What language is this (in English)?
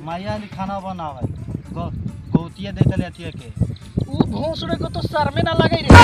Magahi